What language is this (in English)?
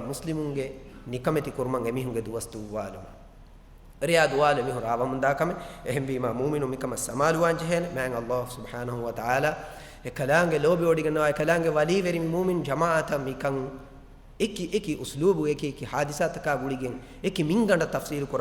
Divehi